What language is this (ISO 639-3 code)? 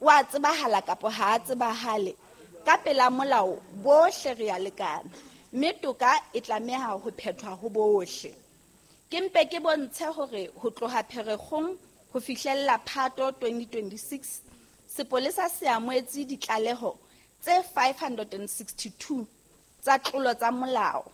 sot